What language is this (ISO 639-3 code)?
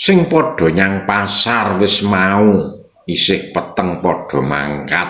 jav